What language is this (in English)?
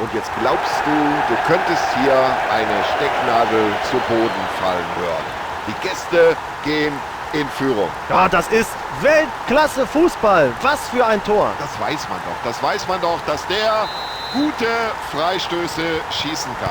Bavarian